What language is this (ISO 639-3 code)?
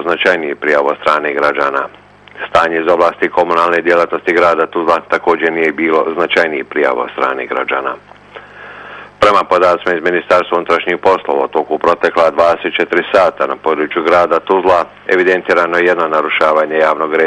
bos